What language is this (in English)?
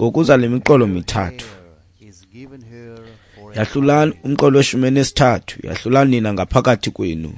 Xhosa